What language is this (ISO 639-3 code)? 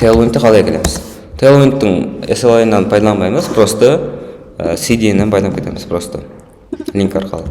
kaa